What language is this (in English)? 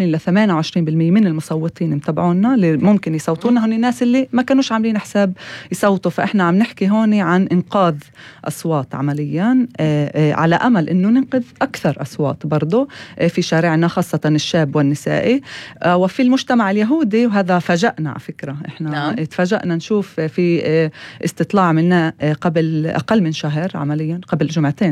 North Levantine Arabic